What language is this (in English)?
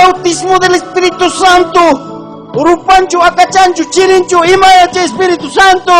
Ayacucho Quechua